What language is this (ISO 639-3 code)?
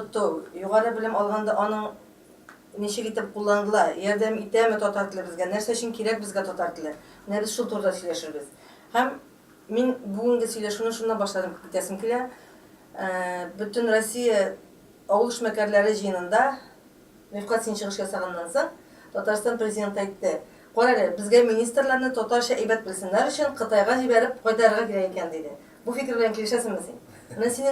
tat